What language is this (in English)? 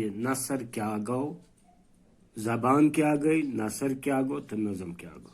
Kashmiri